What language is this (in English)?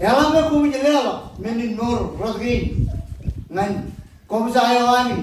Marshallese